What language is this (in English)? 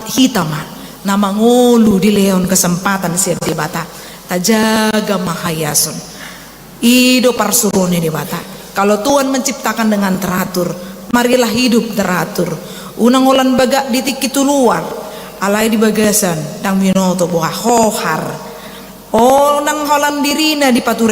Batak Toba